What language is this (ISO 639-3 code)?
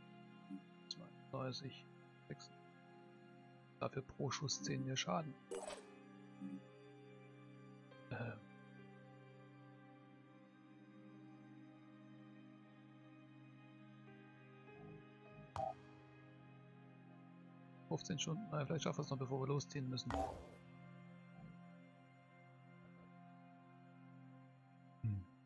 deu